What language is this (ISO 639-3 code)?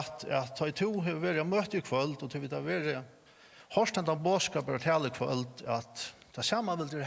fao